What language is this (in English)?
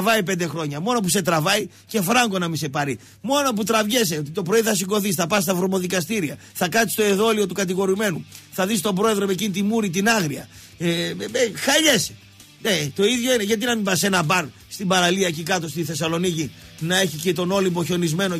Greek